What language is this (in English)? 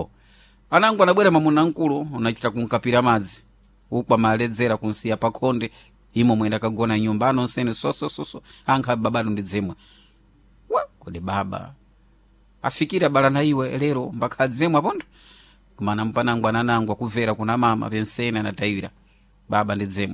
Sena